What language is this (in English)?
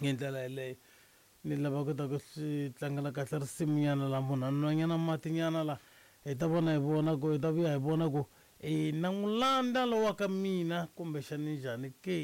Tsonga